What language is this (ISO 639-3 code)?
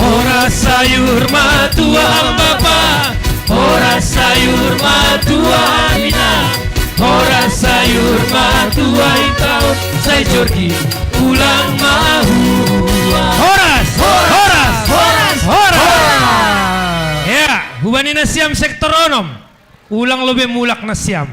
bts